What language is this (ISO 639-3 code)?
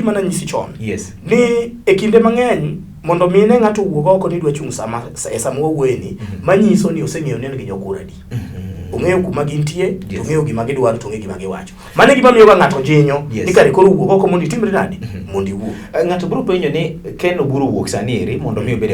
luo